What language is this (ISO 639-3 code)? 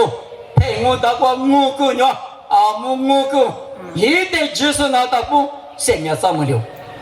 lis